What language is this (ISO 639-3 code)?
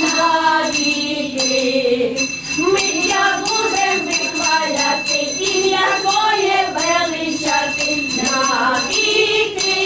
rue